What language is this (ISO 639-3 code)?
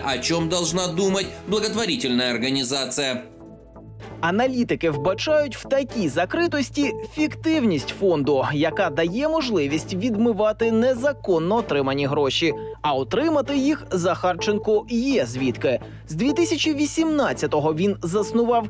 ukr